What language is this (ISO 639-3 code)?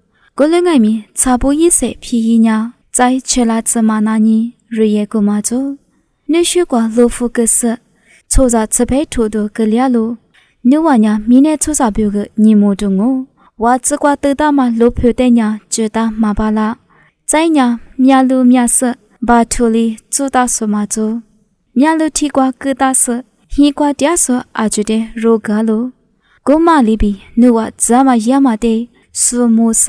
lis